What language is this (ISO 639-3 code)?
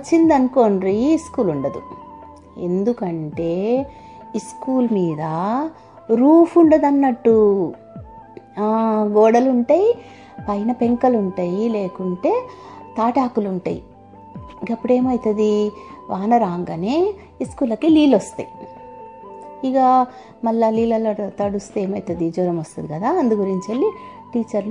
tel